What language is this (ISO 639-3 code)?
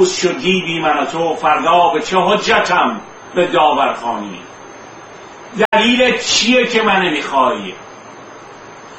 fas